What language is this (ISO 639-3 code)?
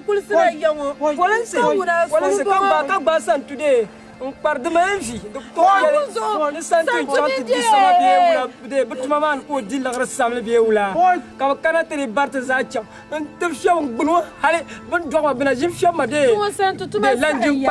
dag